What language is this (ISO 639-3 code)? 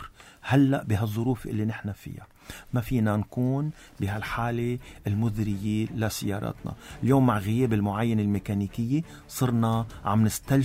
apc